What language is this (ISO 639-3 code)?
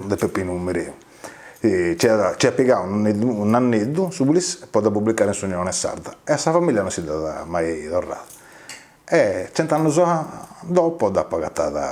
srd